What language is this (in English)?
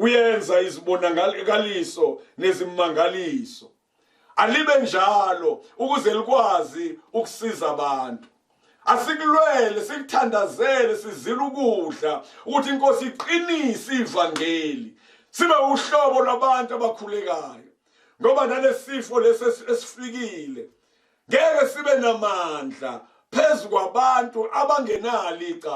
Zulu